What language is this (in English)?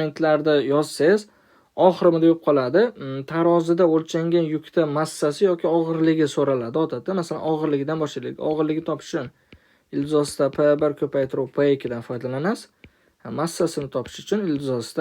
Uzbek